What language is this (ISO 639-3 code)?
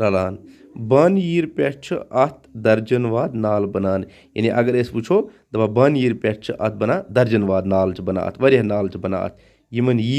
kas